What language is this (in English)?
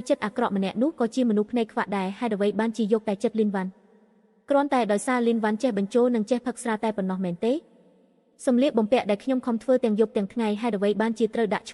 Khmer